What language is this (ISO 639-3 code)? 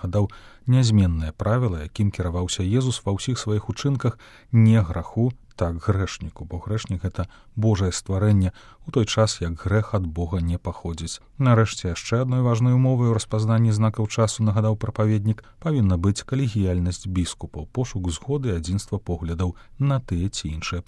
bel